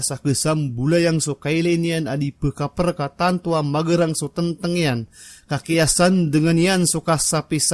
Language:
Maranao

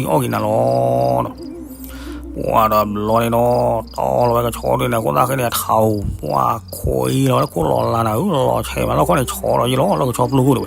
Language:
S'gaw Karen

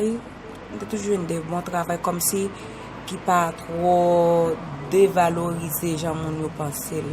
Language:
Haitian Creole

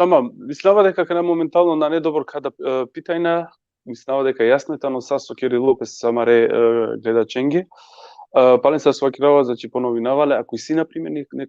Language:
Balkan Romani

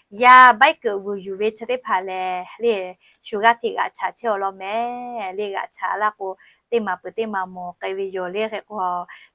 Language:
Lahu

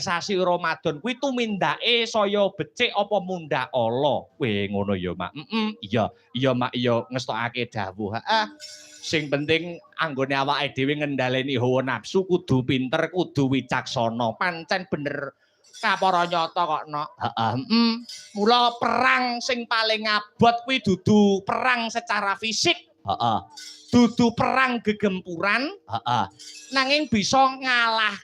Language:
Javanese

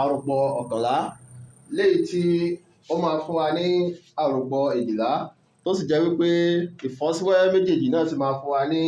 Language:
Yoruba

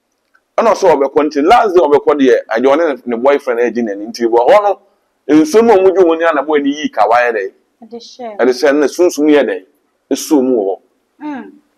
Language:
Akan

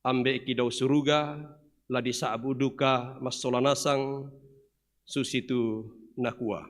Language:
Toraja-Sa'dan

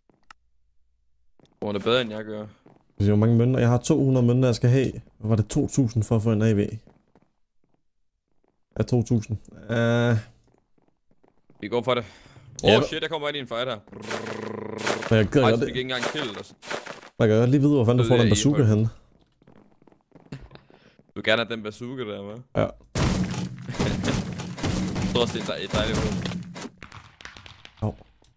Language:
Danish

